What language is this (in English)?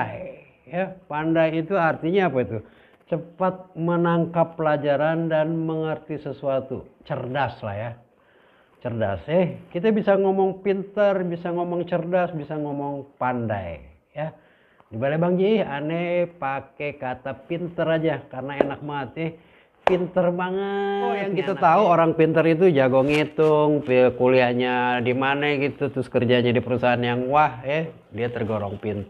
Betawi